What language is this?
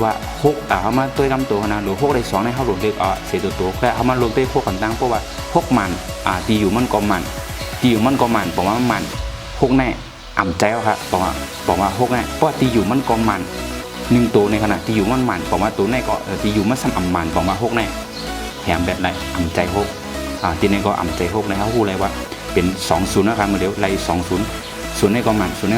Shan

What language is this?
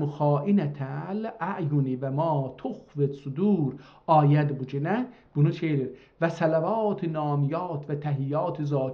South Azerbaijani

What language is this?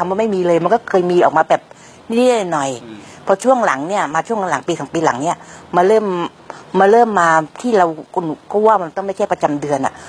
Thai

